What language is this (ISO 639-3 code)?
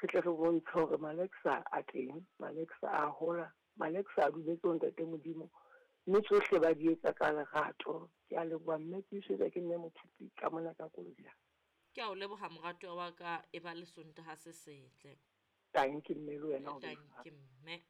sot